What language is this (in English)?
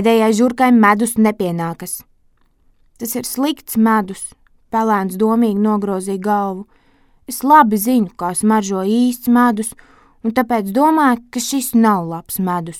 Latvian